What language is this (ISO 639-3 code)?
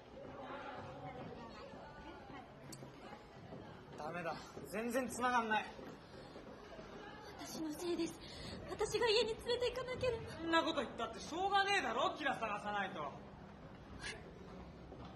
jpn